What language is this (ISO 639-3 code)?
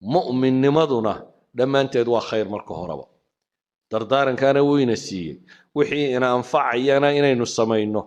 som